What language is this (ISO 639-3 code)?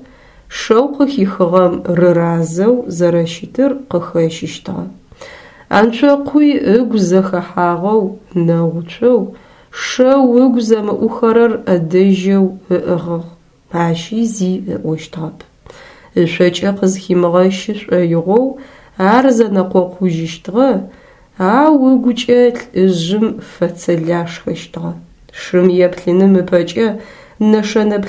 ady